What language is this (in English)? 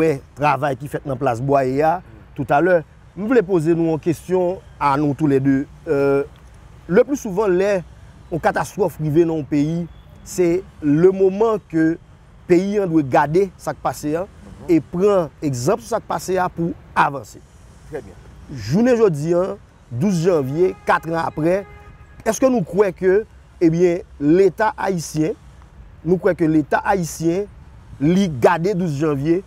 Haitian Creole